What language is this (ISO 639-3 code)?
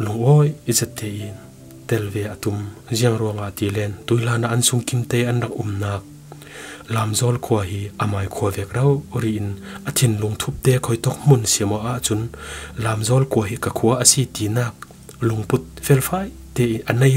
cfm